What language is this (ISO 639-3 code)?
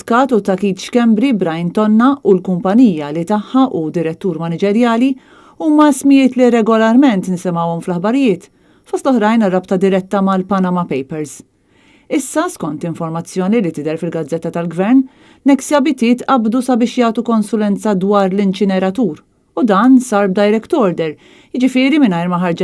mlt